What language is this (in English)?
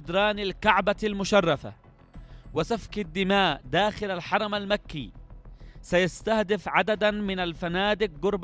Arabic